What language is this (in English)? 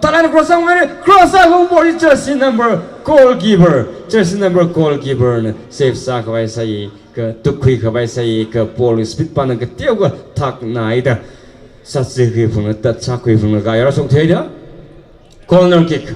Tangkhul Naga (India)